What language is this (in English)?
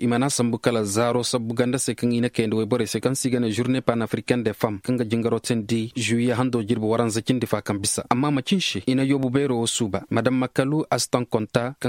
Koyraboro Senni